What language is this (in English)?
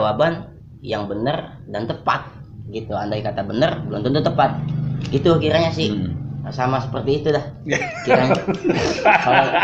Betawi